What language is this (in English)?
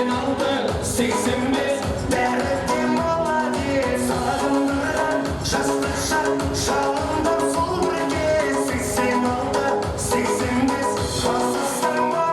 Kara-Kalpak